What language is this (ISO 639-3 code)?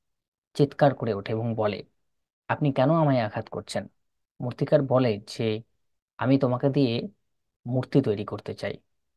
ben